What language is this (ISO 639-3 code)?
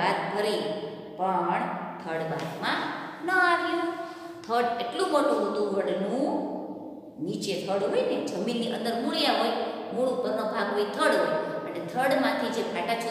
guj